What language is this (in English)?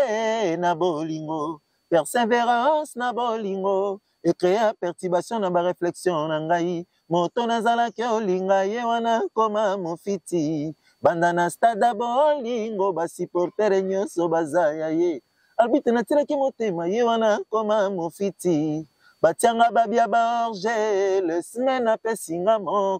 Lingala